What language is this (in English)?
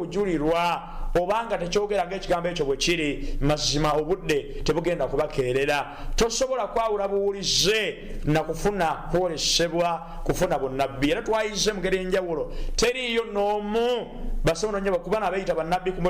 Ganda